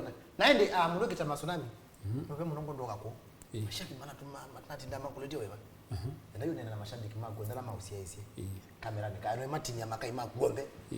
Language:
Kamba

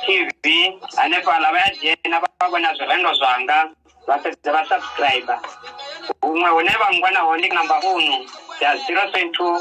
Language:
Venda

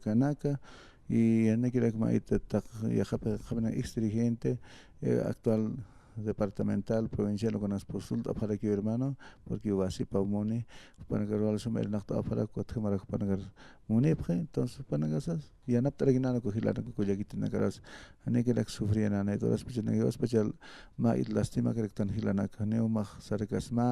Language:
Aymara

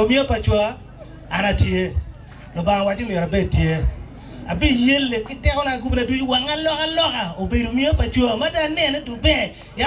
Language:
Acoli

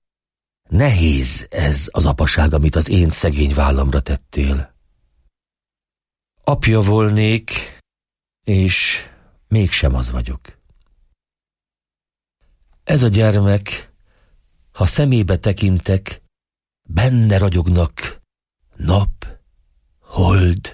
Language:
Hungarian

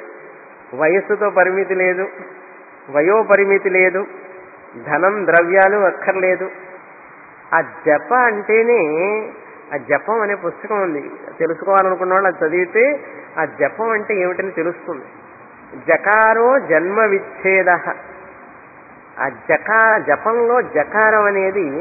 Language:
Telugu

